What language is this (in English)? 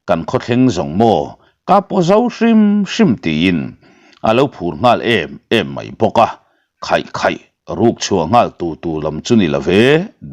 Mizo